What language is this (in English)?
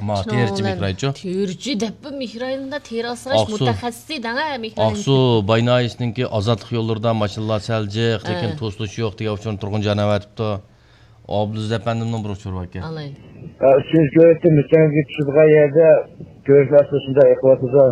Uyghur